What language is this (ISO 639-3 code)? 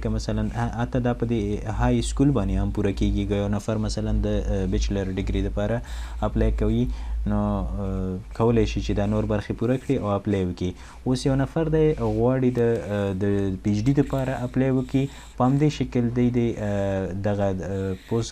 pus